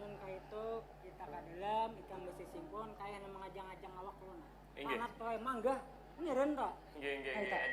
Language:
Banjar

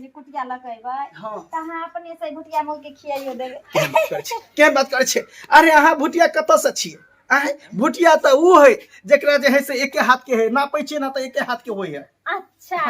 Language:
Maithili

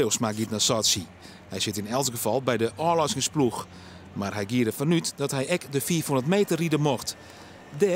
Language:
Western Frisian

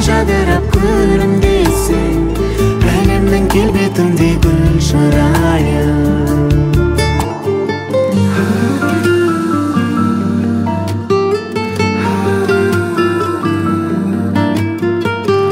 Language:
Kazakh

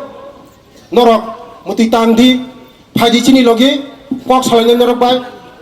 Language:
Kok Borok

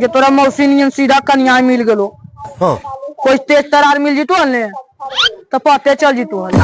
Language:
Magahi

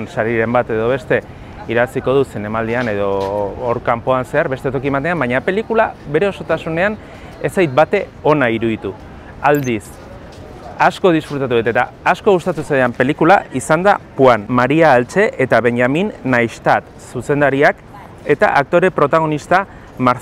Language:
Basque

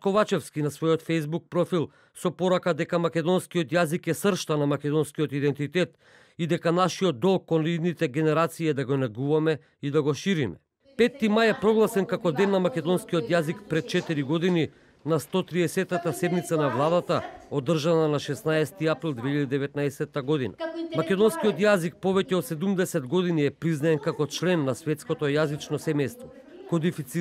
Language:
Macedonian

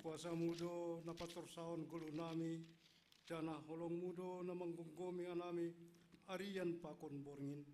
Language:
Batak Simalungun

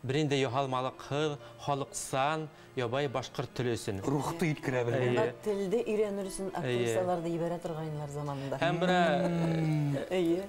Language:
Bashkir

